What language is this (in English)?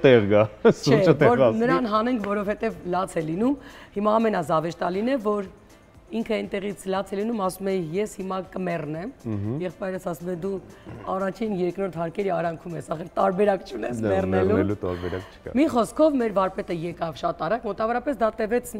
Armenian